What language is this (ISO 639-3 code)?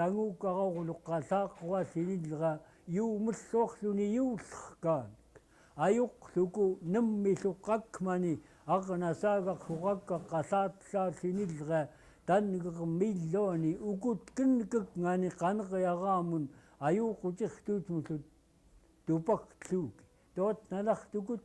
esu